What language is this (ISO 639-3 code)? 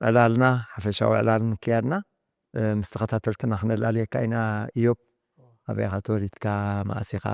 tir